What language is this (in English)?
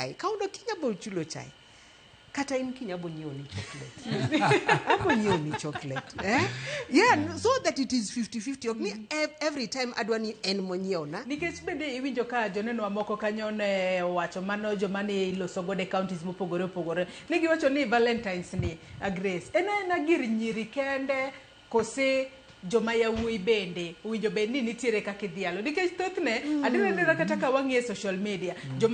Luo (Kenya and Tanzania)